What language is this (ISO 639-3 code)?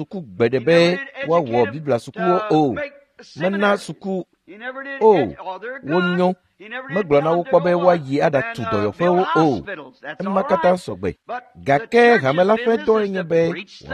ewe